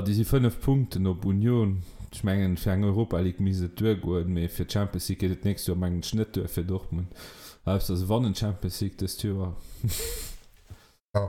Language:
Luxembourgish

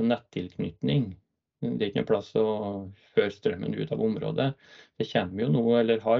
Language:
Norwegian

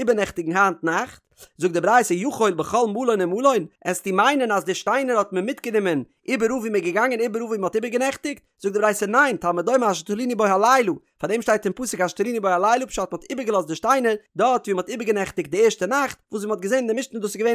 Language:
Yiddish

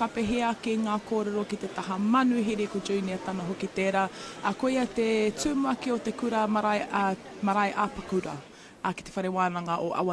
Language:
Māori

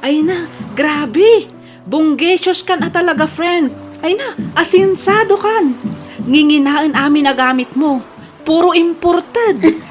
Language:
Iloko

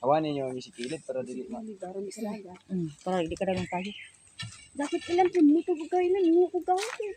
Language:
Cebuano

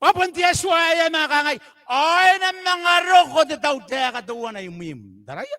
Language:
Gilbertese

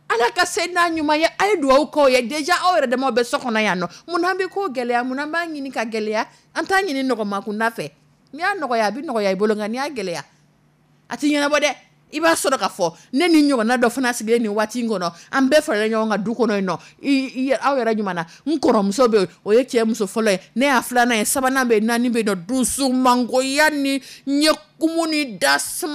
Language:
Dyula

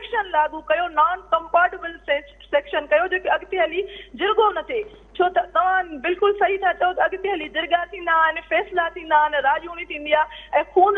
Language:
Sindhi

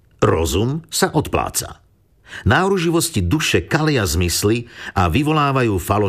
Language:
Slovak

